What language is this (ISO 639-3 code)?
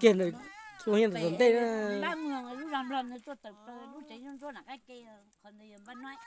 hmn